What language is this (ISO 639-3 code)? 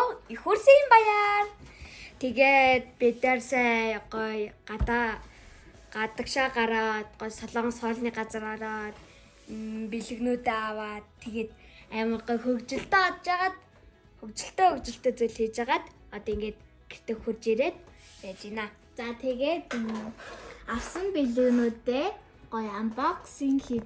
mon